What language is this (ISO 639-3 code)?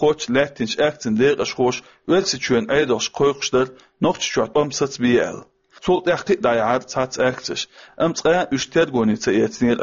che